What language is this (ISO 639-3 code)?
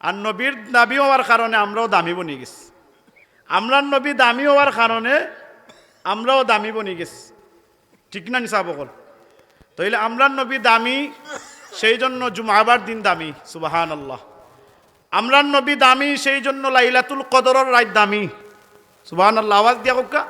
syl